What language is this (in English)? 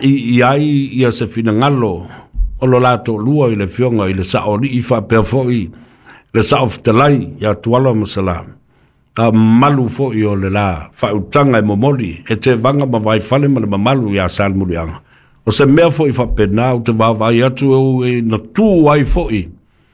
Samoan